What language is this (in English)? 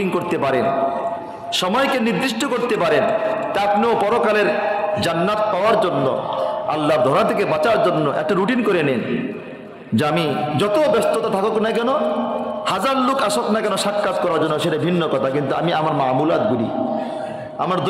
Bangla